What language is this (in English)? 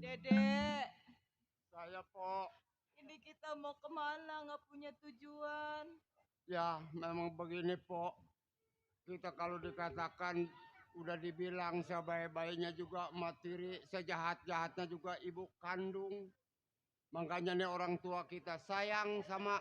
Betawi